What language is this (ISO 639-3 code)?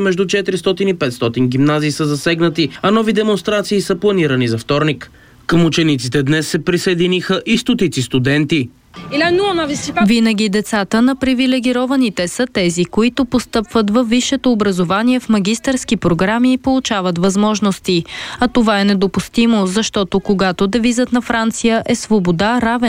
bul